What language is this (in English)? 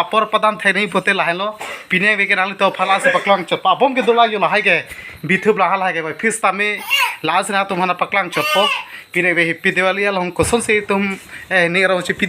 Karbi